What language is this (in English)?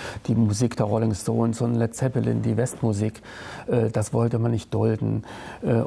German